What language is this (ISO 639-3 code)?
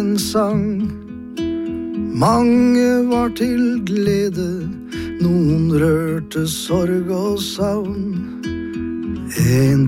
nor